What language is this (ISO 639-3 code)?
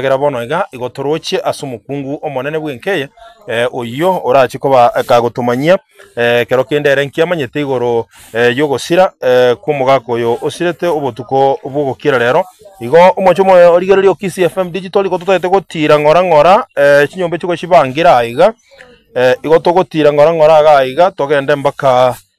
guz